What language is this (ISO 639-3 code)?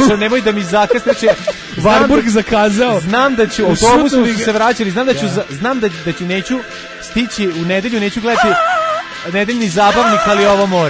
srp